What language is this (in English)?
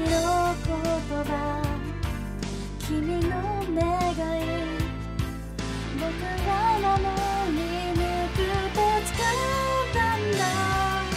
Japanese